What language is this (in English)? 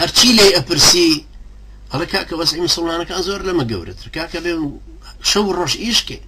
Central Kurdish